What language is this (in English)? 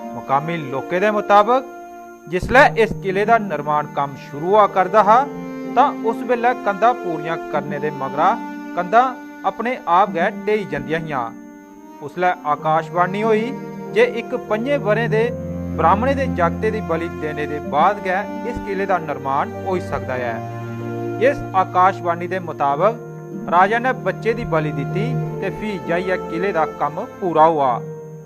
Dogri